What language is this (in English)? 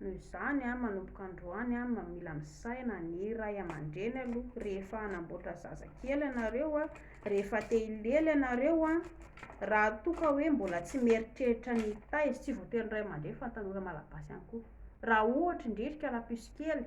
Malagasy